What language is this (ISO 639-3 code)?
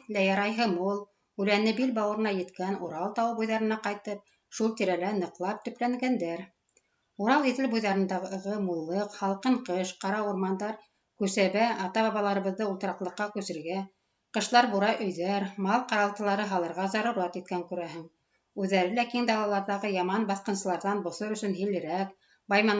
bak